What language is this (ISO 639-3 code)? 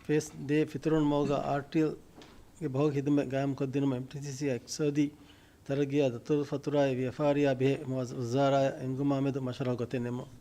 div